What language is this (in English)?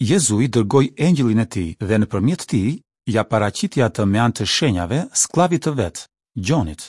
Albanian